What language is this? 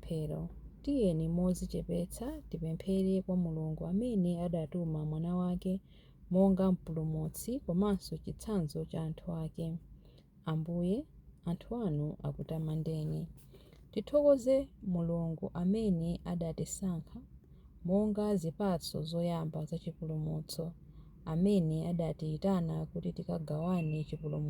Nyanja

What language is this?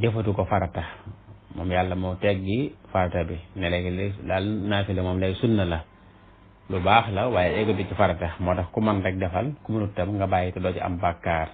Wolof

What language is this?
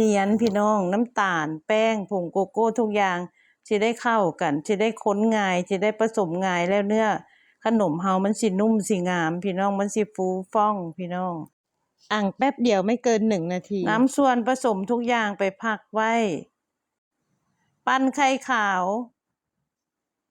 Lao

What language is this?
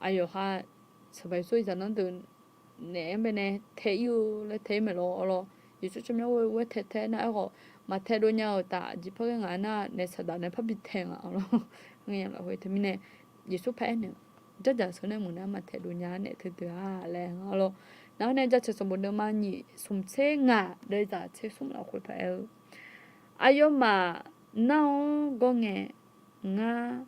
Akha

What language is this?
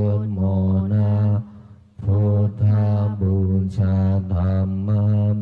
Pali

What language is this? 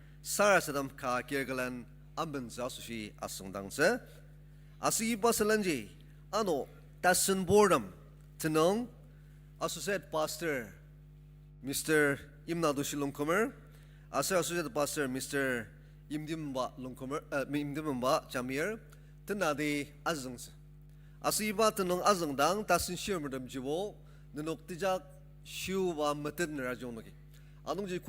Ao Naga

